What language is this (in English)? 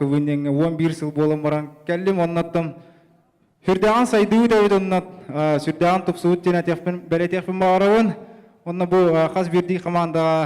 Yakut